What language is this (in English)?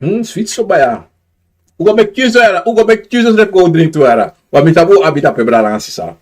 Sranan Tongo